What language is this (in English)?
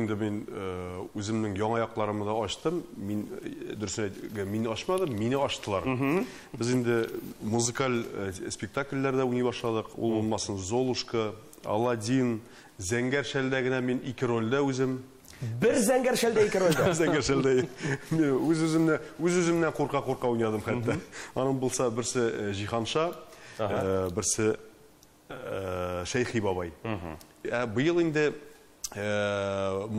Tatar